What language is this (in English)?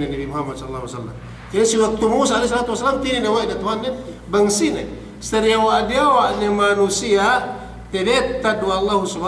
Yakan